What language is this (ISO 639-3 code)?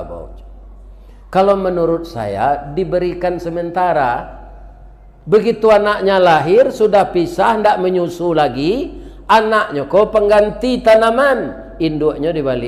min